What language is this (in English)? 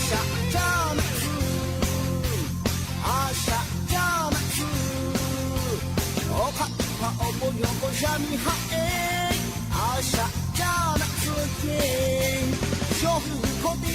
Lahu